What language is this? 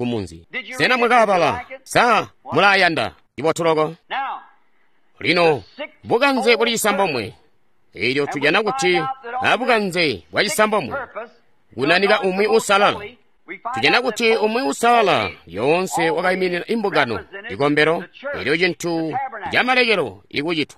Tonga (Zambia)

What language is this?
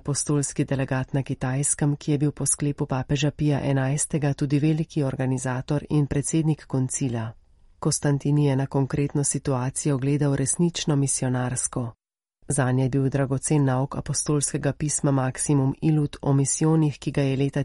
Slovenian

